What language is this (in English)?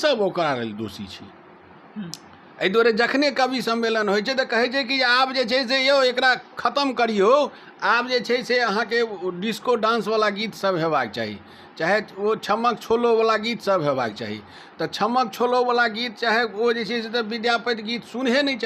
Maithili